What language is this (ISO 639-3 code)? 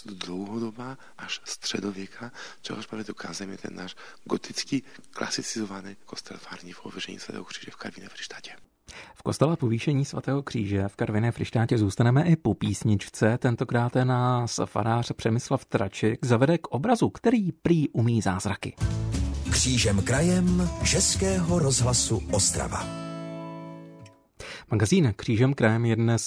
ces